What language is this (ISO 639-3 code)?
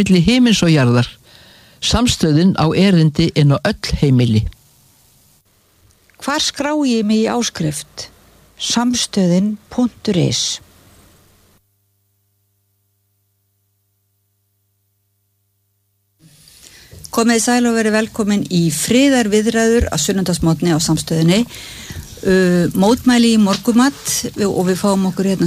isl